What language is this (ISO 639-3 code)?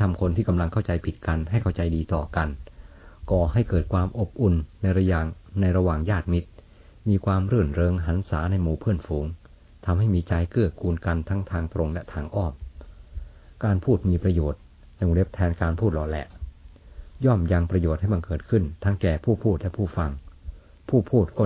tha